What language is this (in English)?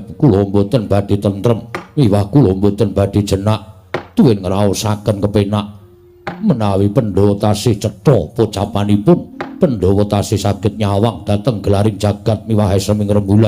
Javanese